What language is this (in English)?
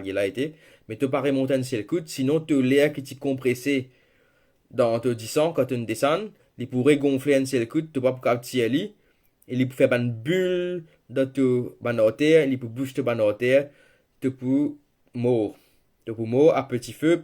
Morisyen